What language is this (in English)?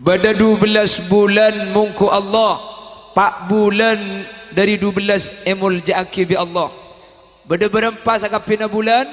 Madurese